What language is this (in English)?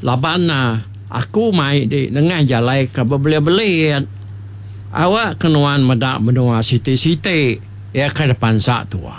Iban